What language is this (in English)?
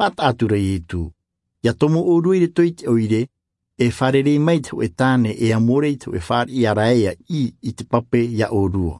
Tahitian